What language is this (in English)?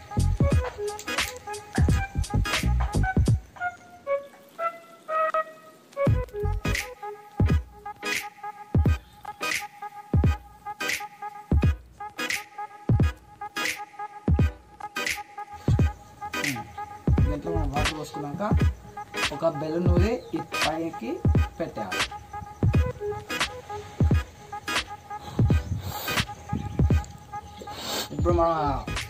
Telugu